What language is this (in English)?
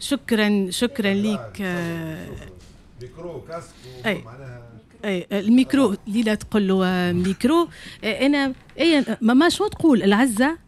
Tunisian Arabic